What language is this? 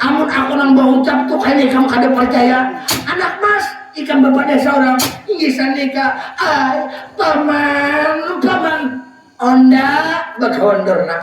Banjar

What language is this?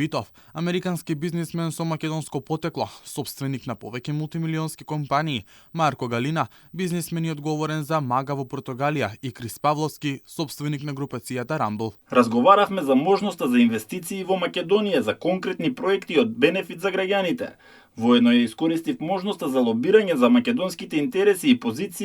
Macedonian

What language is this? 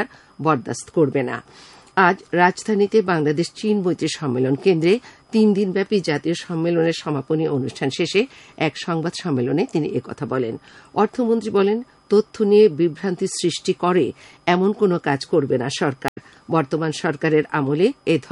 Bangla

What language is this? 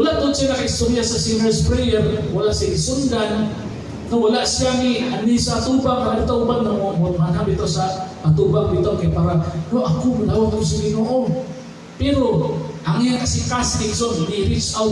Cebuano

